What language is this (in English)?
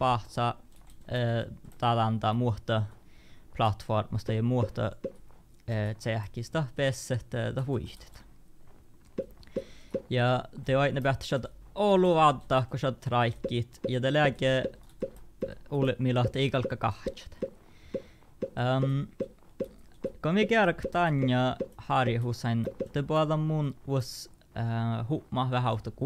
Northern Sami